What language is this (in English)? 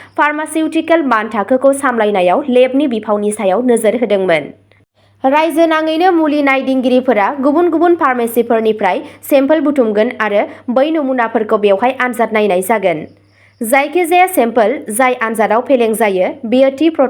Bodo